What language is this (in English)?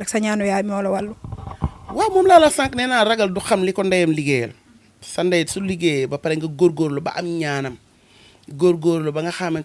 Wolof